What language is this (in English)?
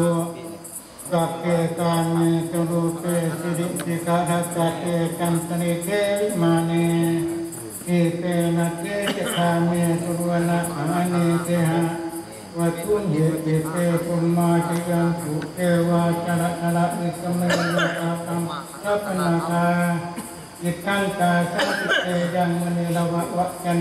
Pali